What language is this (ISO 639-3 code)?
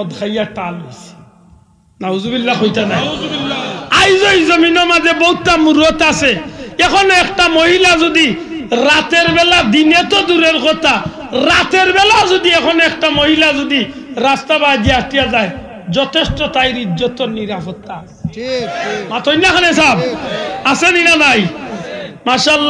syl